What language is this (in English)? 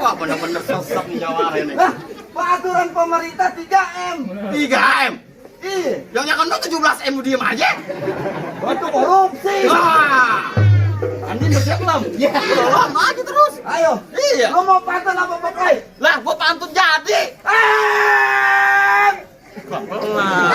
Betawi